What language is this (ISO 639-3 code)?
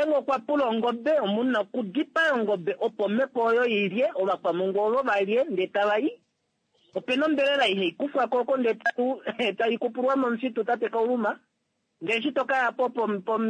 kua